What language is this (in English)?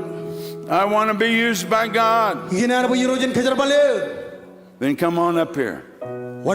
Marshallese